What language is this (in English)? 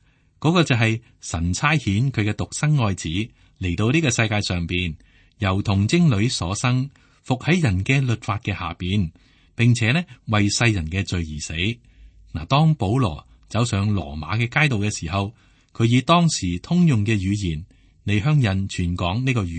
Cantonese